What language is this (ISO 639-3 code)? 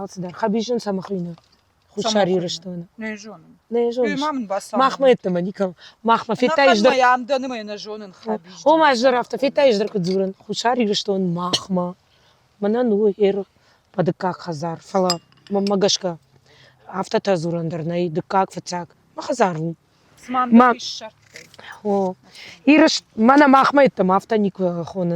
oss